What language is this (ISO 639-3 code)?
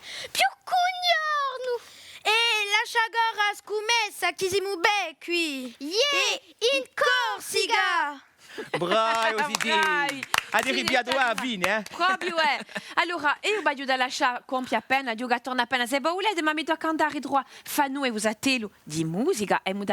cos